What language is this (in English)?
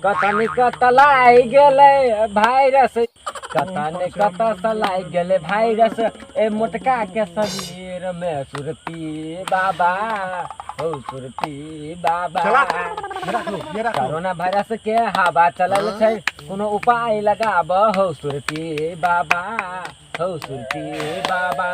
Maithili